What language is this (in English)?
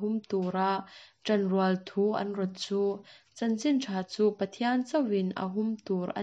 Mizo